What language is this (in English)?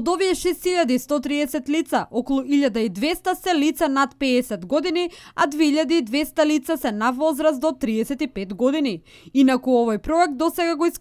Macedonian